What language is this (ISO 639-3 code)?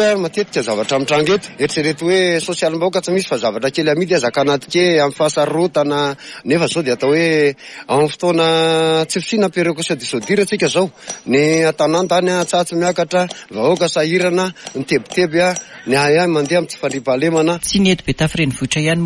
mlg